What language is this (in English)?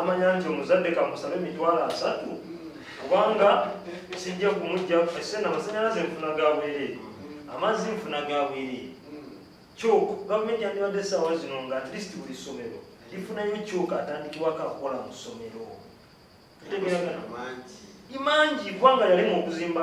Ganda